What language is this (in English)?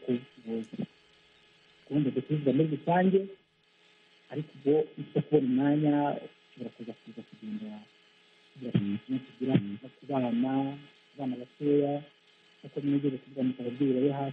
Kinyarwanda